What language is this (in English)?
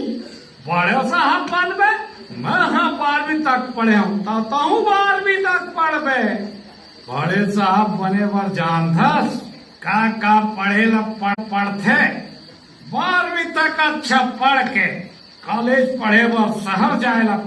Chhattisgarhi